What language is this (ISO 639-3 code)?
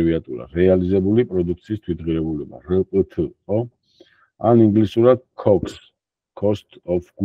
kat